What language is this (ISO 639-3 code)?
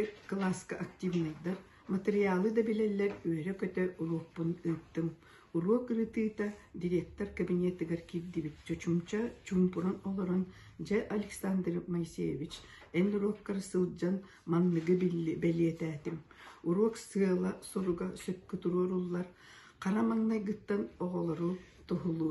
sah